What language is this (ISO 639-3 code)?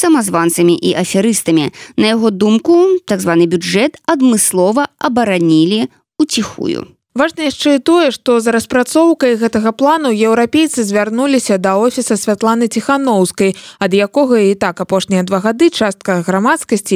bel